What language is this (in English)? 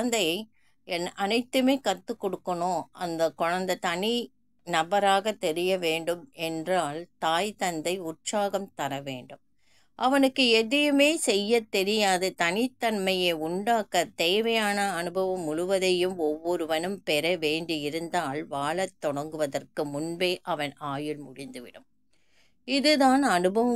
Tamil